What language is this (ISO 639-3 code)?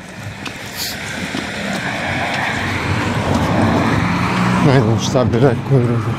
hrv